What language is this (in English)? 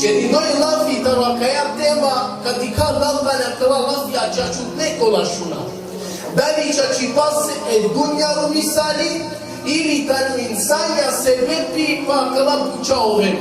Balkan Romani